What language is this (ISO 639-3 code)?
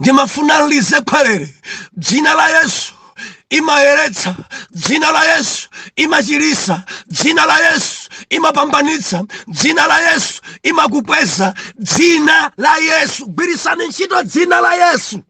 nya